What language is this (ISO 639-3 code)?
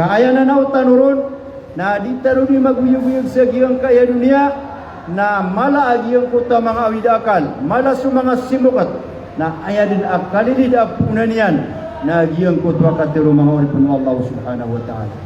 mrw